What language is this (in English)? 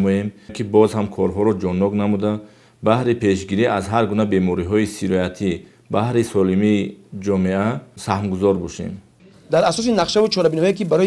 Tajik